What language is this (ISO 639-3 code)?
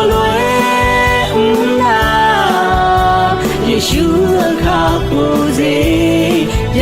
ahk